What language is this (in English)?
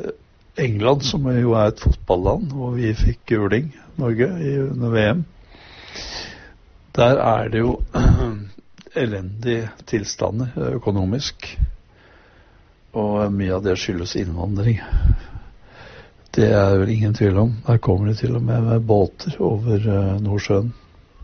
Norwegian